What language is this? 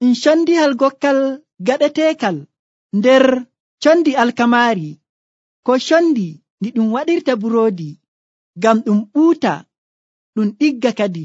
Nigerian Fulfulde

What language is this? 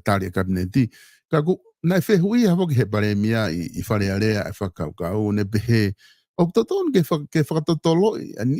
Tongan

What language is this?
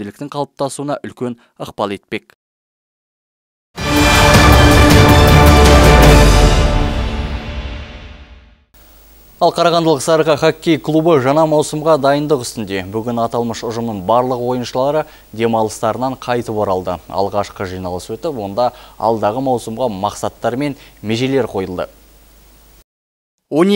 Kazakh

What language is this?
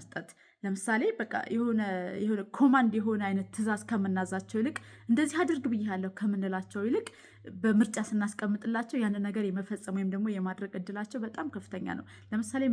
Amharic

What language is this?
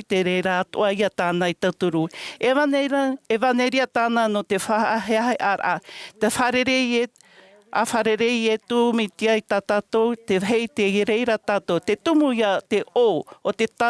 Tahitian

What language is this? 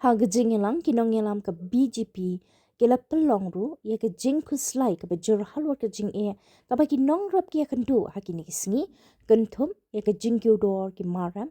Khasi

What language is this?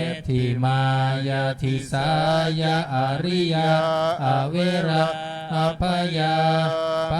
Pali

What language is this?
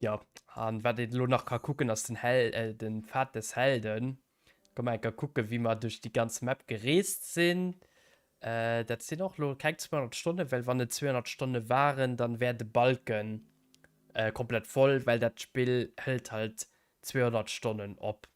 Luxembourgish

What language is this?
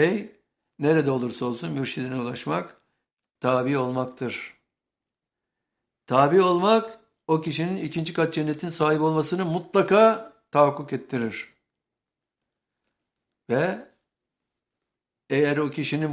Turkish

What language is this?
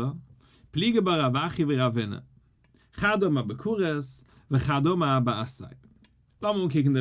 Yiddish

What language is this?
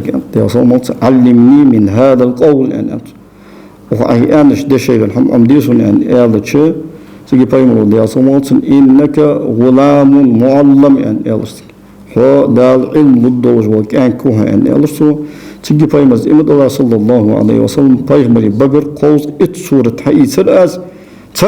Ingush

